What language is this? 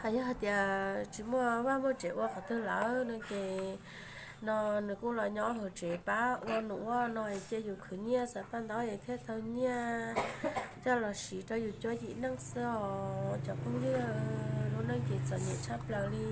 Hmong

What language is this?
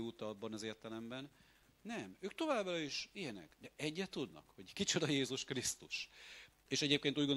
Hungarian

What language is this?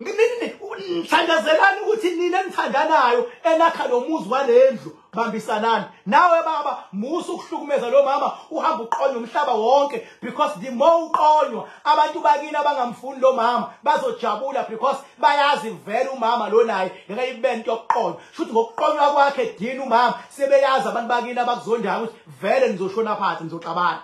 Zulu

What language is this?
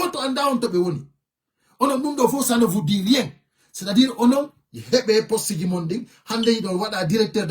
Fula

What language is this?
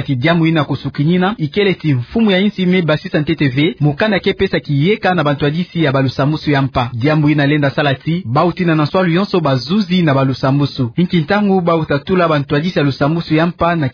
Kituba (Democratic Republic of Congo)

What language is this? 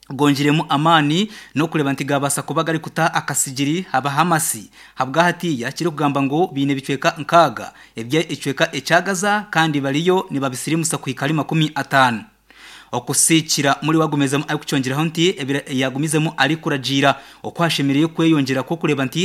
Nyankole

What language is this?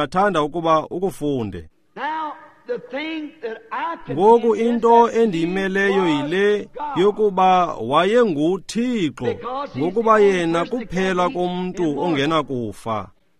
Xhosa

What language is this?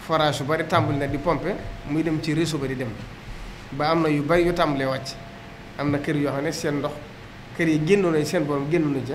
Wolof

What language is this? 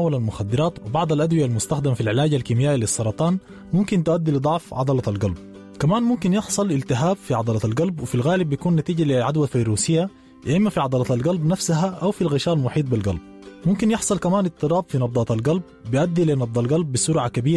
Sudanese Arabic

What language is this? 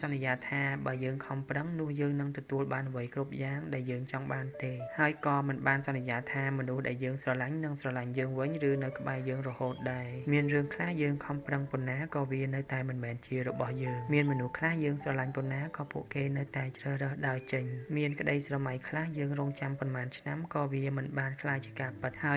Khmer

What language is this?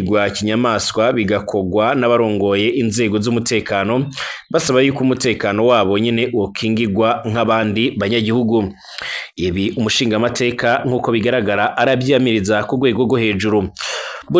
Rundi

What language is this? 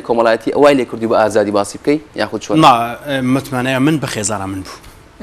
Kurdish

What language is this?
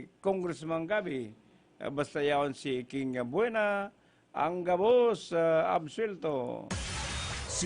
Bikol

